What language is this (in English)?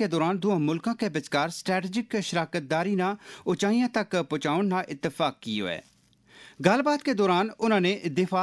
Gujari